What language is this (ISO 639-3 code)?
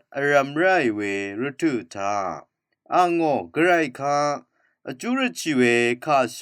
raw